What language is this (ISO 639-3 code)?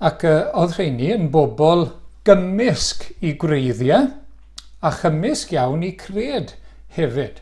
cym